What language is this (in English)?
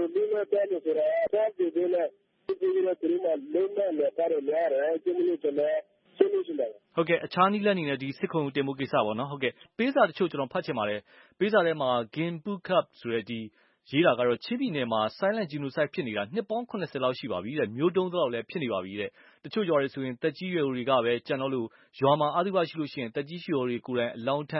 Burmese